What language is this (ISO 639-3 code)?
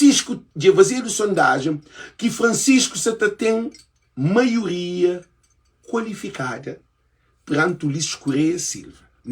kea